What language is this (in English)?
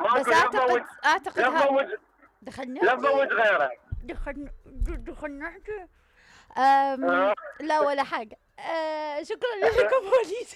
Mesopotamian Arabic